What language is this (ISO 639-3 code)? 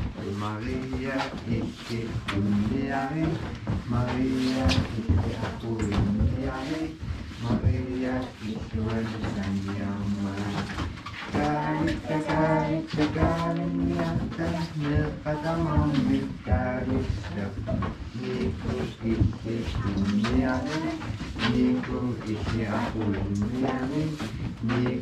kal